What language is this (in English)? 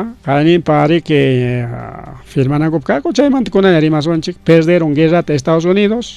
Ayacucho Quechua